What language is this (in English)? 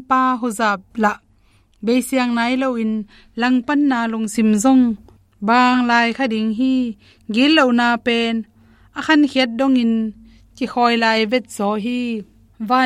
Tedim Chin